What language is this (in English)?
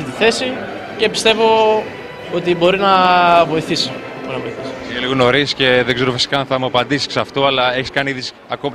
Greek